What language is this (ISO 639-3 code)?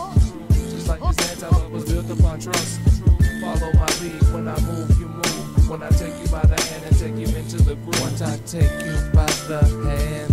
eng